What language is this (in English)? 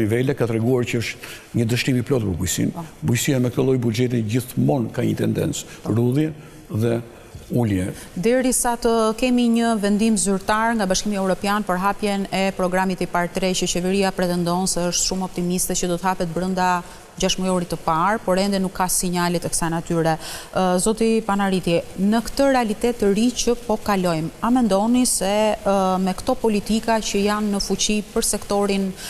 Albanian